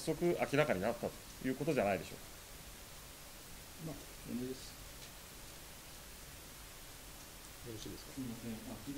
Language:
Japanese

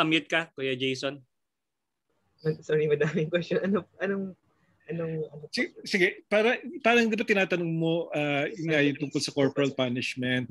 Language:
Filipino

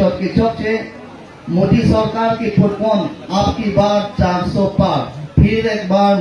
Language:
Karbi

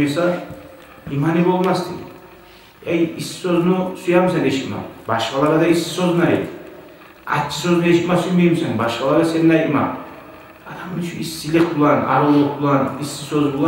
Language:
Kumyk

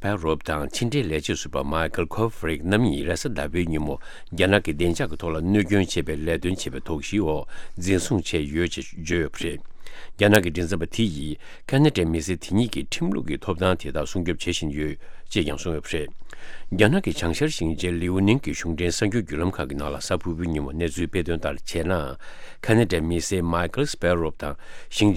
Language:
Tibetan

